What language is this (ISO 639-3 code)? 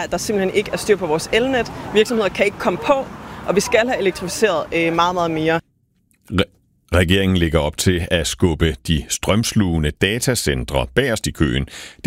dan